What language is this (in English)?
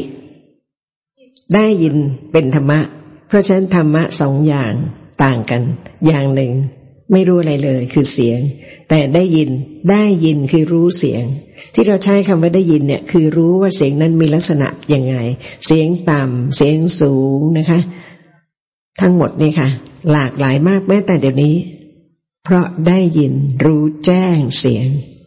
Thai